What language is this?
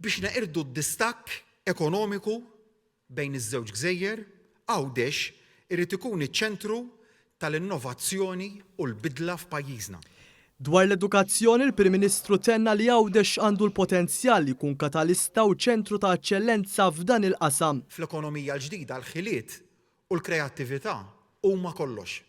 Maltese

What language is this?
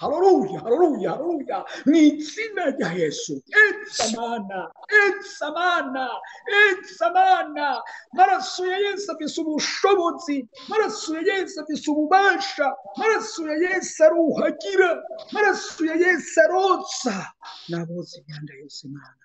Rundi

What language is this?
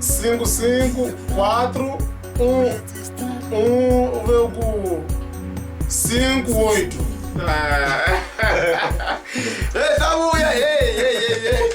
Tsonga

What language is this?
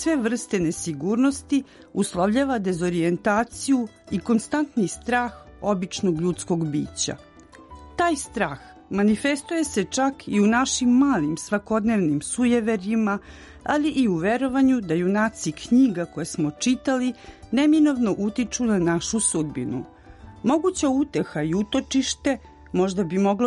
Serbian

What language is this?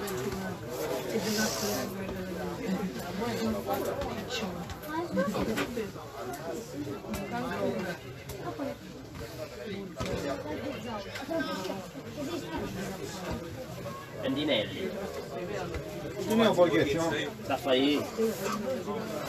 Italian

